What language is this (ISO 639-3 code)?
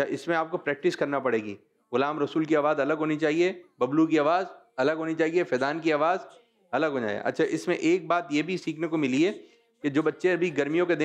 hin